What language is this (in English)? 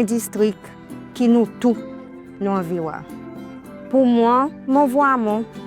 Seselwa Creole French